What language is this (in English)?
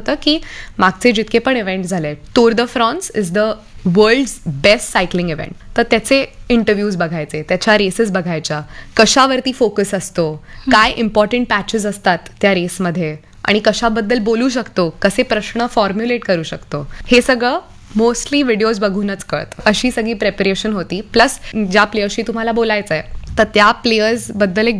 Marathi